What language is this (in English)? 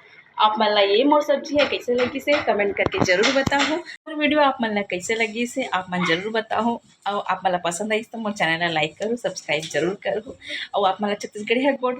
Chhattisgarhi